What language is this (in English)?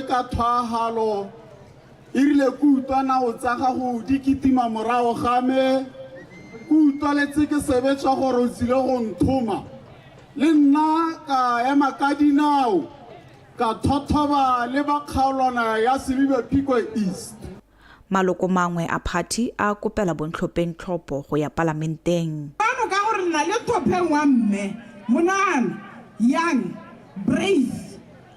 Tswana